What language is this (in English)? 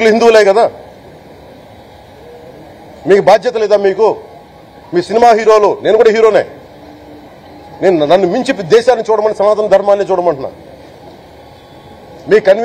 Telugu